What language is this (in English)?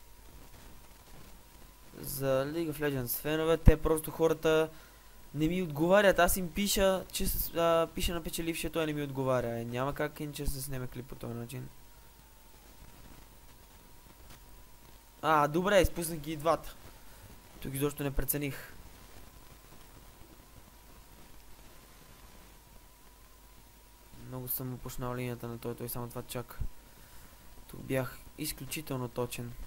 Bulgarian